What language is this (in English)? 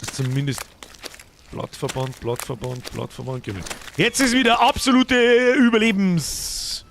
Bavarian